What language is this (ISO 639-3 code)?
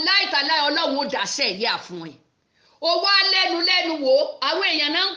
yor